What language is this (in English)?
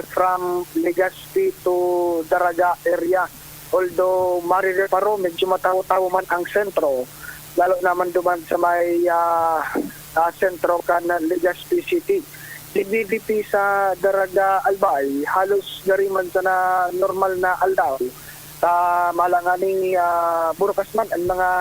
Bikol